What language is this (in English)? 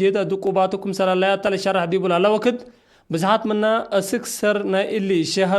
Tigre